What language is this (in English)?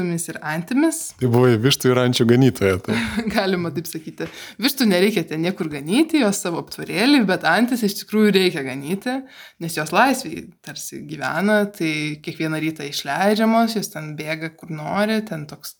Lithuanian